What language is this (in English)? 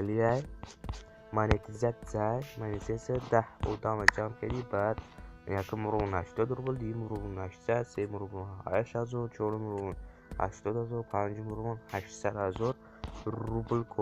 Tajik